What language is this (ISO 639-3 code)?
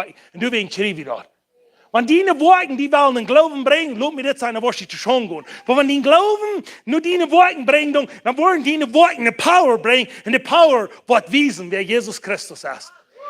pdt